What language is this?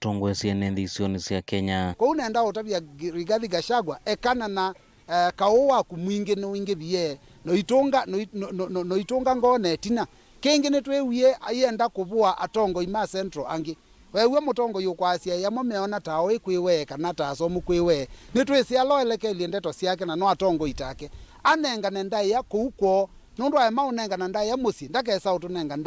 Kamba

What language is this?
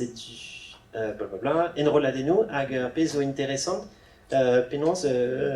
Breton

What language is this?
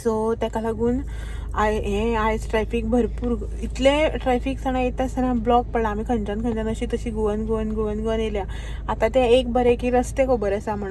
Konkani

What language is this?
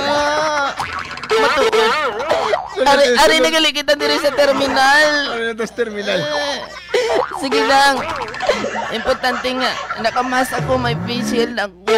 Hiligaynon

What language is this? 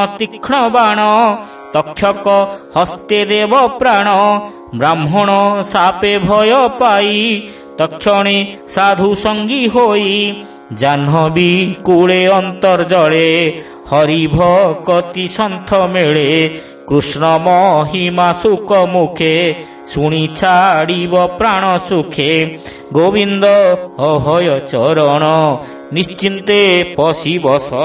Odia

